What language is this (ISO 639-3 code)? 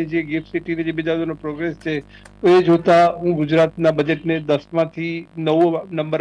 guj